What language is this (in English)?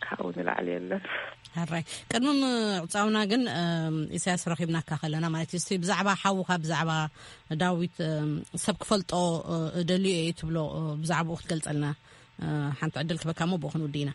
Tigrinya